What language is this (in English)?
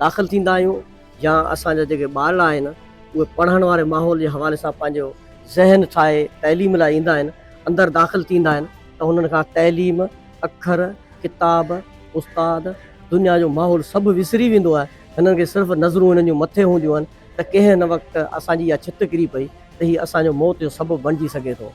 Sindhi